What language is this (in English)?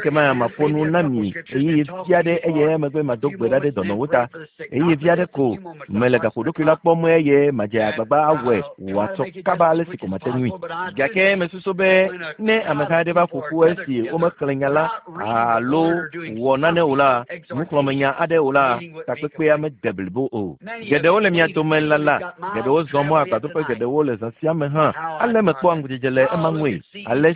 Ewe